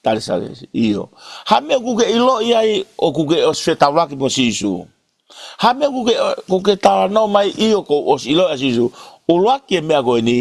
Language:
Tongan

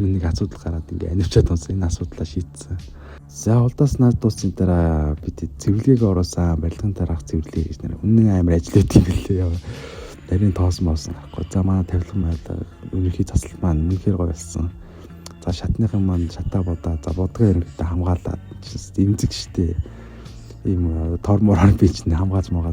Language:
Mongolian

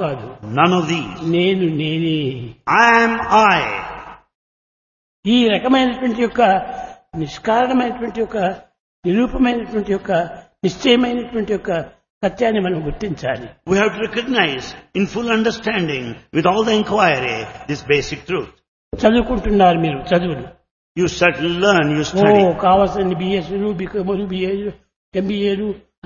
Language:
Telugu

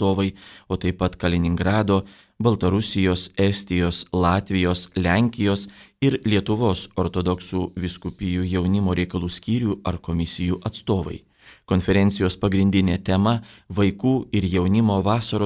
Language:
Lithuanian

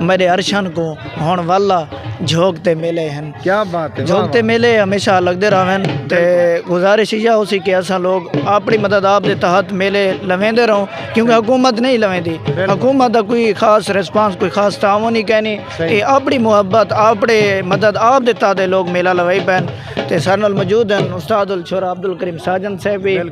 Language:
Saraiki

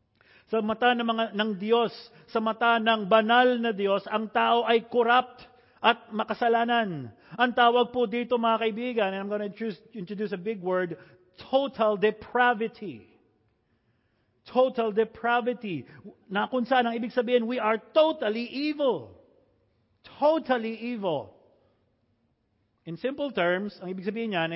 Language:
Filipino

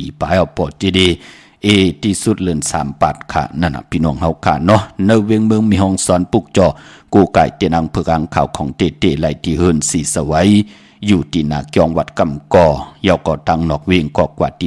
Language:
Shan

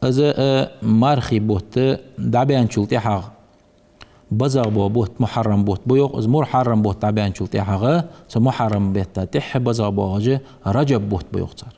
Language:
Ingush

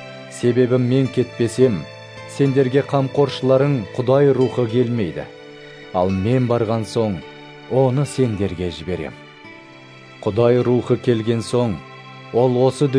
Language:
Kazakh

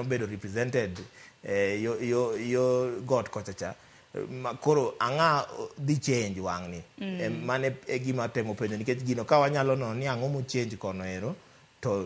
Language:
Luo (Kenya and Tanzania)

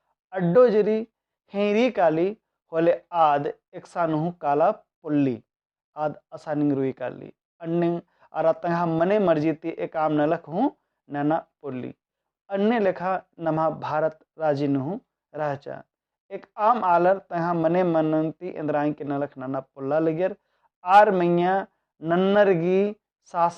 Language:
Kurukh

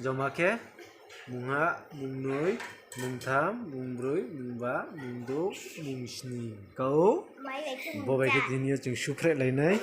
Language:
Riang (India)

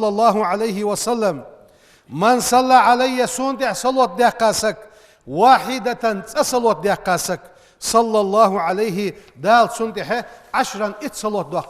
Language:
Ingush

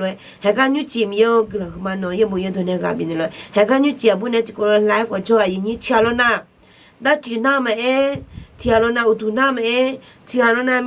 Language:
Akha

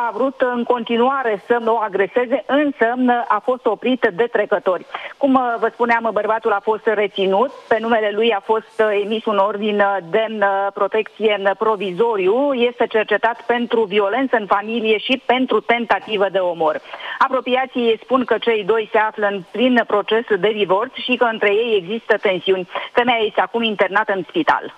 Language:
Romanian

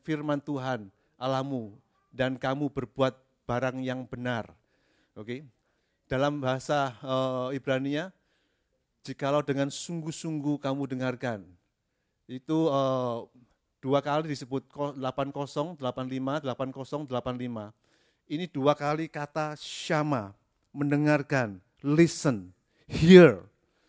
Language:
Indonesian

